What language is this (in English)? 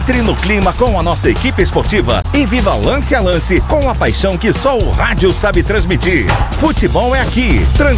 Portuguese